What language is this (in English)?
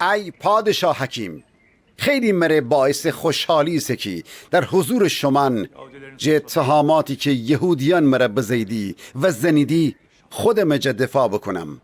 Gilaki